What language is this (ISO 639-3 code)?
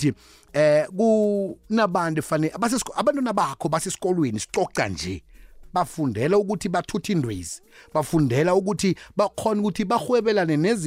nbl